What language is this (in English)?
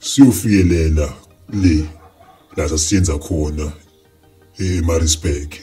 Zulu